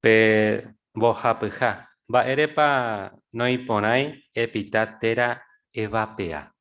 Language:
Guarani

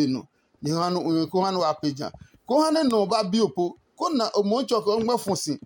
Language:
Adangme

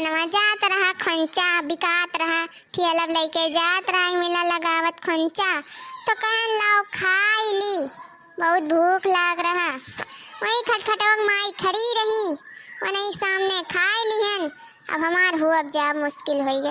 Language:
Awadhi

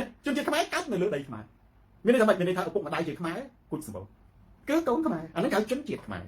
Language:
Khmer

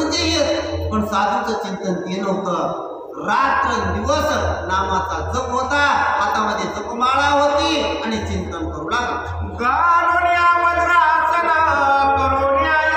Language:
Marathi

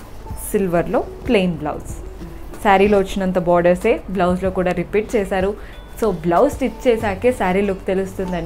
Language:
Telugu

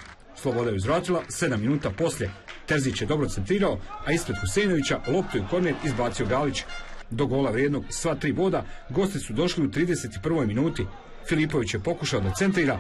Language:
Bosnian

